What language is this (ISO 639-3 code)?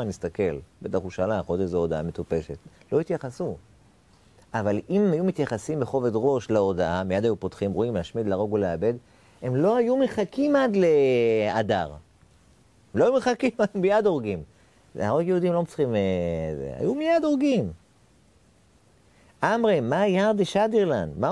heb